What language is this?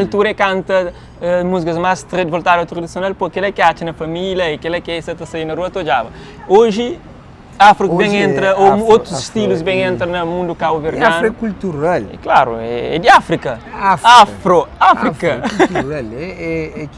Kabuverdianu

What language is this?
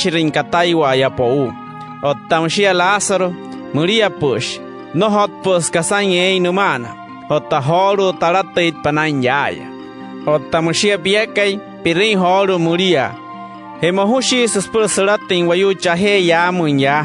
Wayuu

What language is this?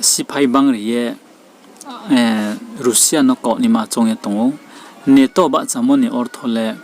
Riang (India)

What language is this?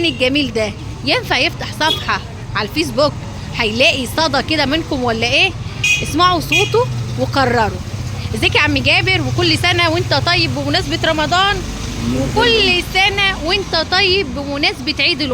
Egyptian Arabic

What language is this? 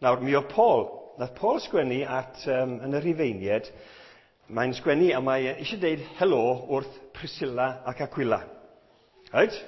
Welsh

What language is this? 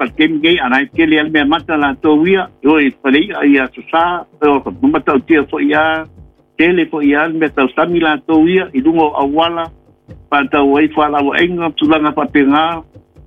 Samoan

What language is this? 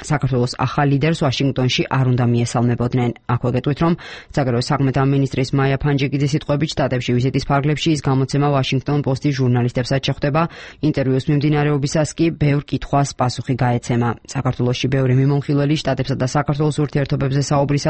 Georgian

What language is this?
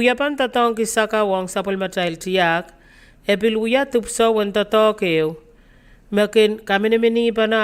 Pohnpeian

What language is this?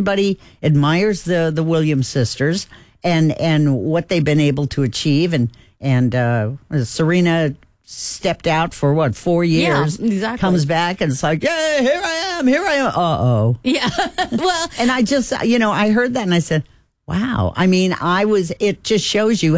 English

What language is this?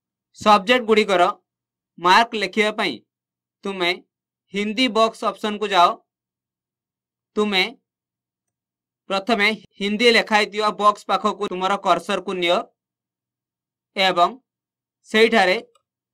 Odia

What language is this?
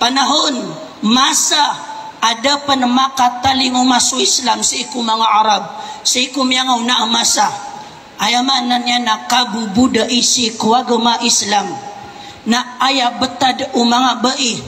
Maranao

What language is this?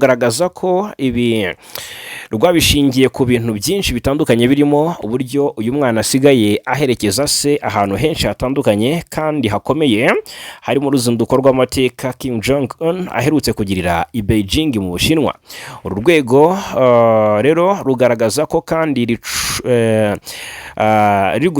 Kinyarwanda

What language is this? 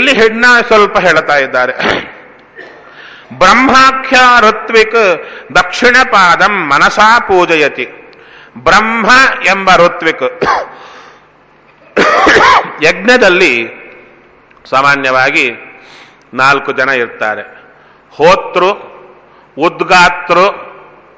Kannada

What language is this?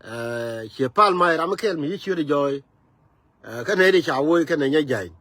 Nuer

